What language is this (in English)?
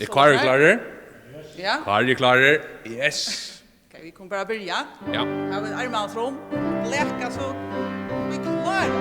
Faroese